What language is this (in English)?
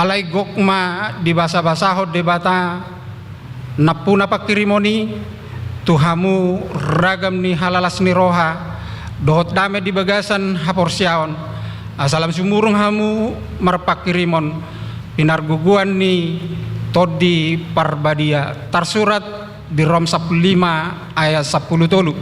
Batak Toba